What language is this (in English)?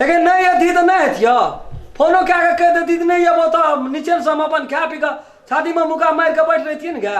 Maithili